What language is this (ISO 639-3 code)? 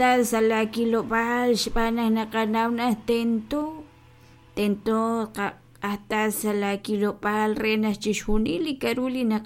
kek